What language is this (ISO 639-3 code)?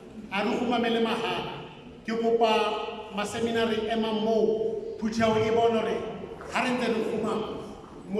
sot